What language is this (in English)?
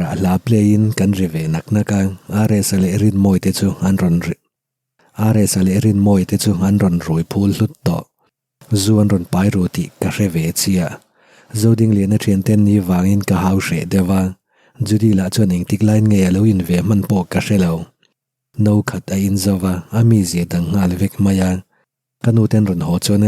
Mizo